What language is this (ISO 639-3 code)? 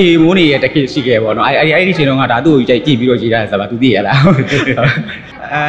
mya